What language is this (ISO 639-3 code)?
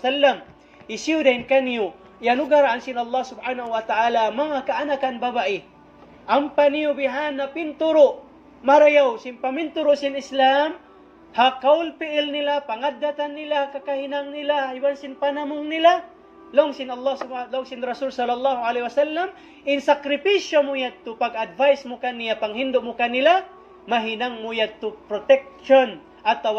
tsg